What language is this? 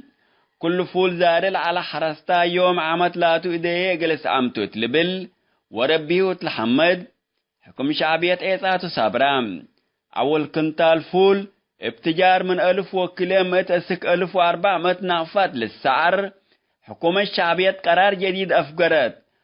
Tigre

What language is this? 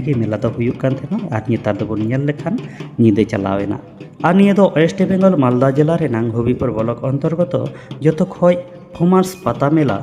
Santali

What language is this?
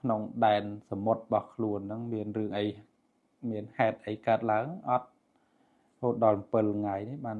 Khmer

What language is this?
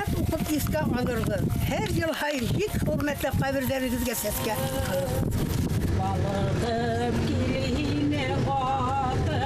Bashkir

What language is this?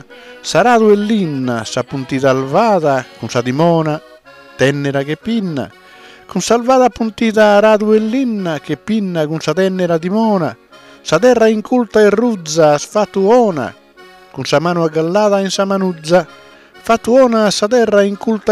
Sardinian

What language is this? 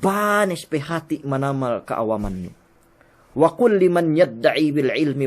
Yakan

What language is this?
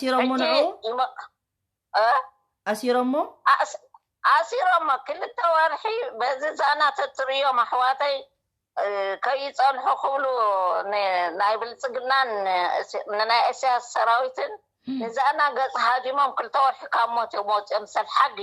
Tigrinya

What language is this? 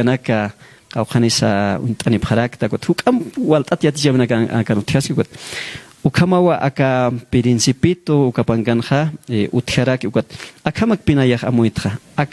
Aymara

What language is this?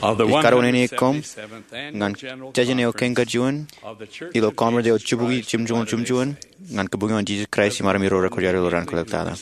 Marshallese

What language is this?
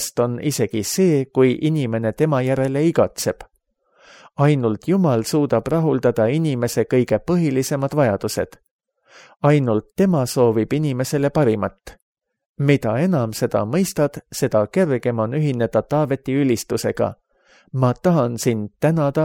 Estonian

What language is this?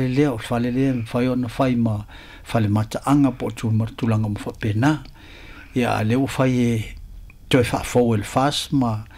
Samoan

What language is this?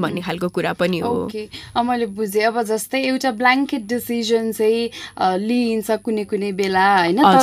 Nepali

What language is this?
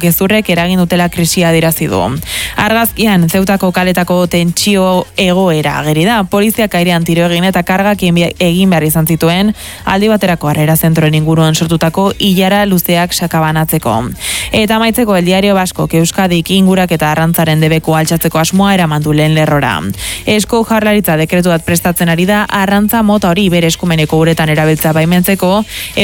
Basque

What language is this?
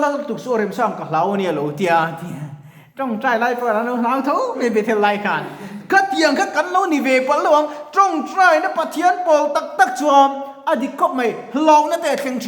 Mizo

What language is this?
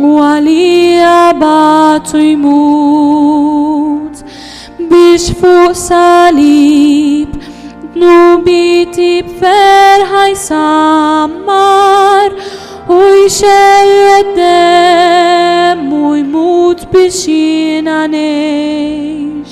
Maltese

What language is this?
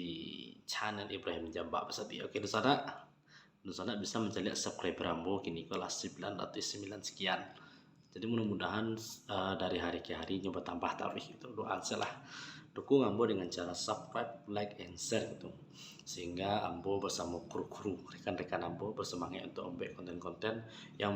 Minangkabau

